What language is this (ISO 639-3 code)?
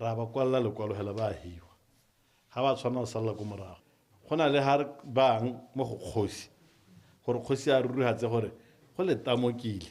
tsn